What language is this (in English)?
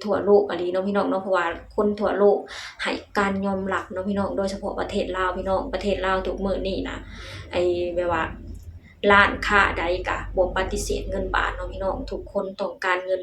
Lao